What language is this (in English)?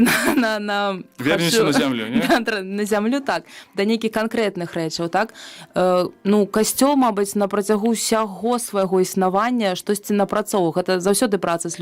Belarusian